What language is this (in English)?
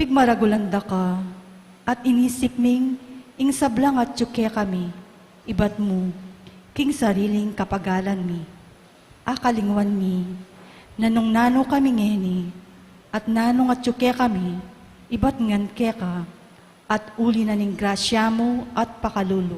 Pampanga